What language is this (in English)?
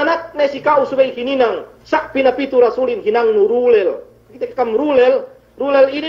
Yakan